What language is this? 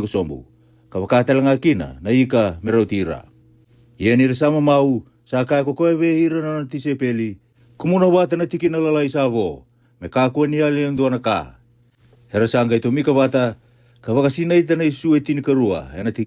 Fijian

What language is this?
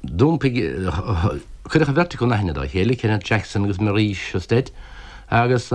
Irish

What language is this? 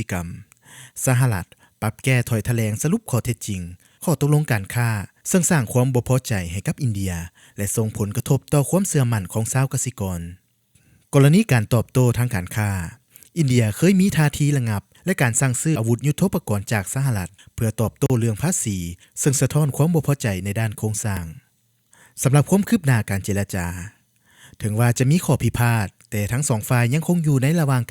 Lao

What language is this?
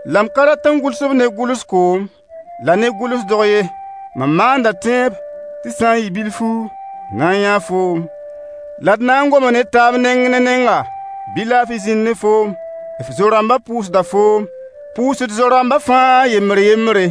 Mossi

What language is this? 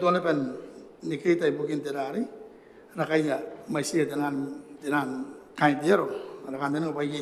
Gilbertese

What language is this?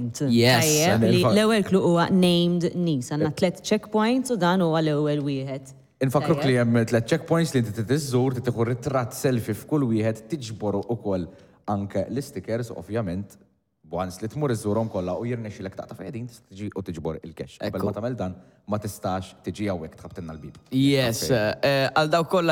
Maltese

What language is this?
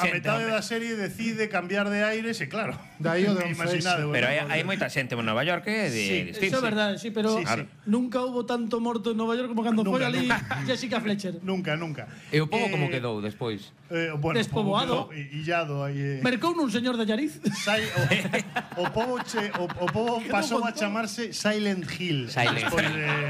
Galician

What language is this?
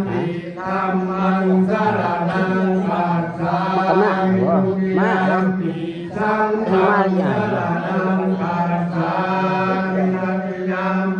Pali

